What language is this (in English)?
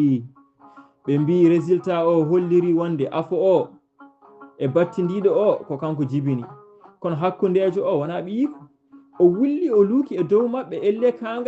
Fula